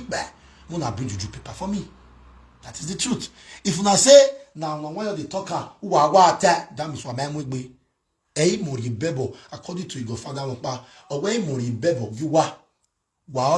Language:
Nigerian Pidgin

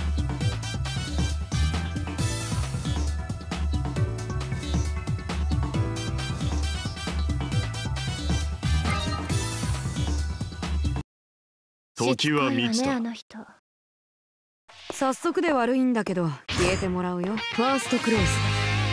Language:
Japanese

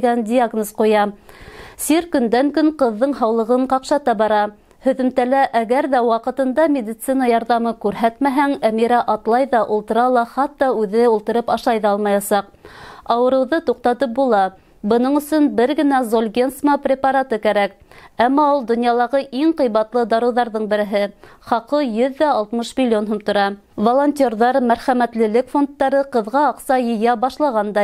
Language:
Bashkir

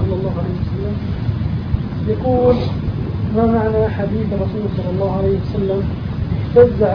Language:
Arabic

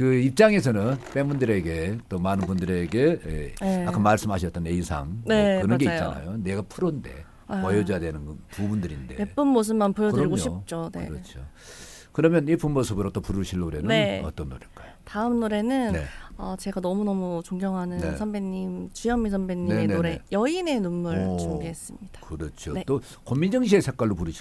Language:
Korean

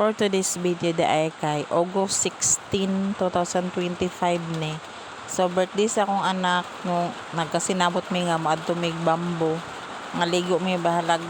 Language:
Cebuano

